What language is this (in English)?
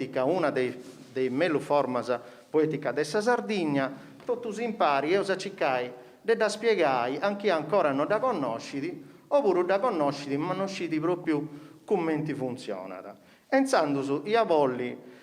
Sardinian